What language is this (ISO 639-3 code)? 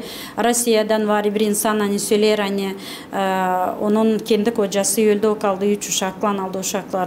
gag